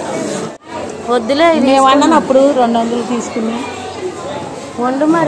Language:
Telugu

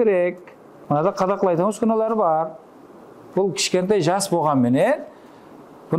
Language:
Kara-Kalpak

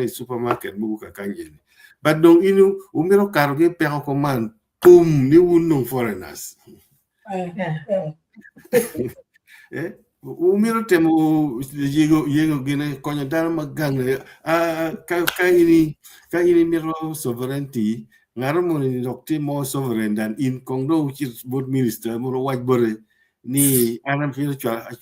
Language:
Acoli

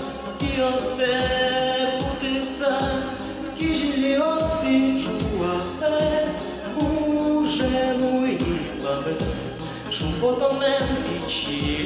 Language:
Udmurt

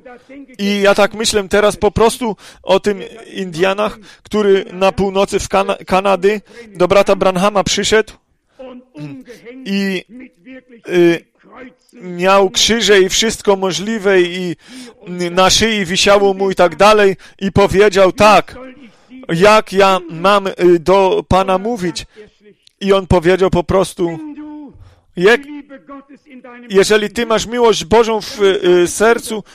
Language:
Polish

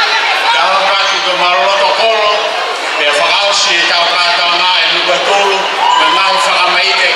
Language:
Tongan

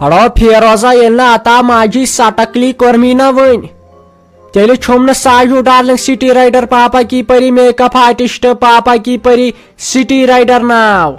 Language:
Kashmiri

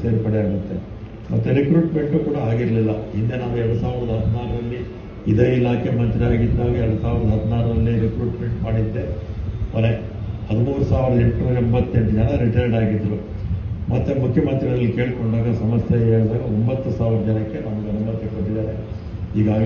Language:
Kannada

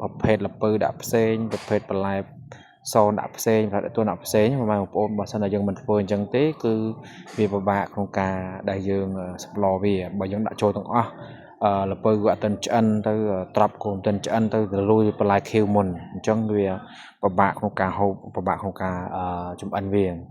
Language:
Khmer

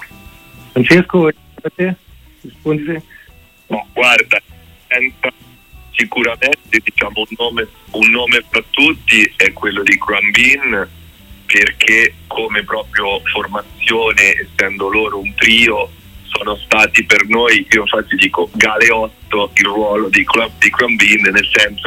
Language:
Italian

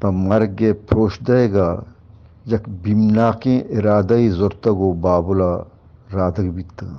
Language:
Eastern Balochi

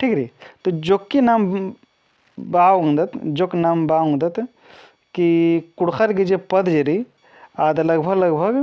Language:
Kurukh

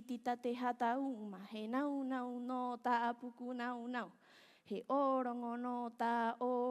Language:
Rapanui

